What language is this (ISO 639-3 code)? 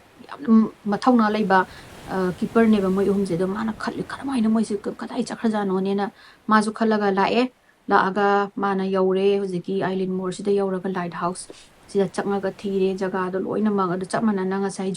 mni